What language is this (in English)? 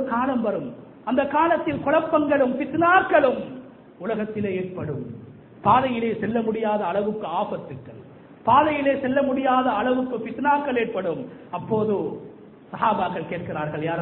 Tamil